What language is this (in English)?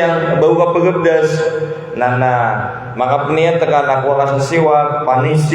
Maranao